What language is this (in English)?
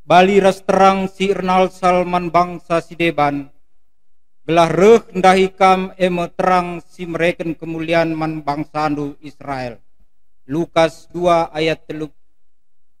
Batak Karo